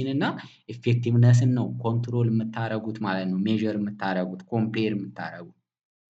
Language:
Amharic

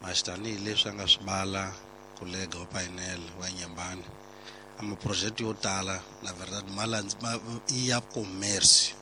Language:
Tsonga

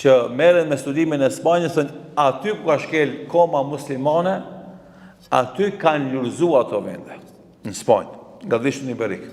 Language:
Albanian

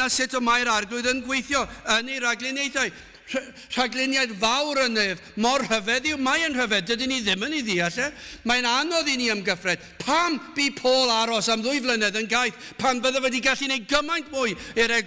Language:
Welsh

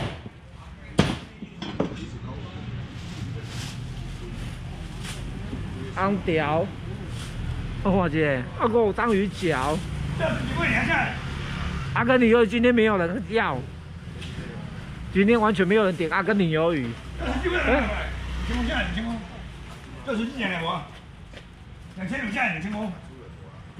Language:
Chinese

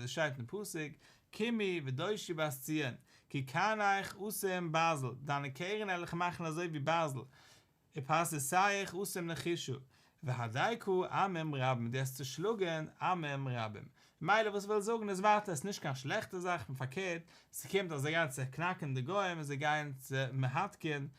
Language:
Yiddish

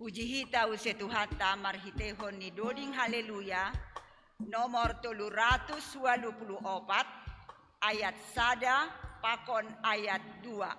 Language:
Batak Simalungun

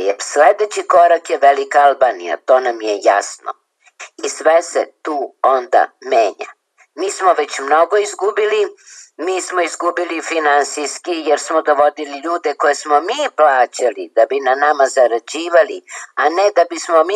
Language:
Serbian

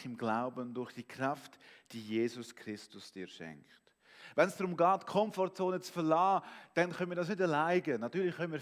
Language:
Swiss German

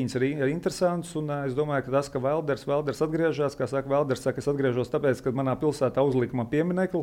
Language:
Latvian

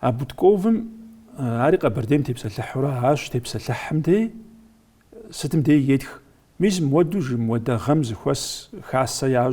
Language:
Kabardian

